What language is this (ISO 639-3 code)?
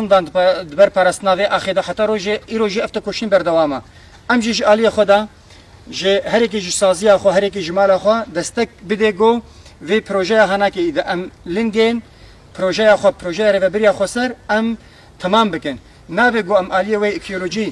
kur